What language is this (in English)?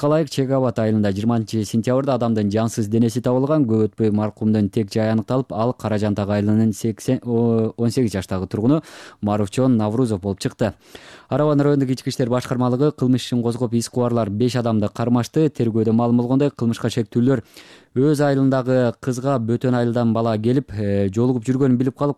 Kyrgyz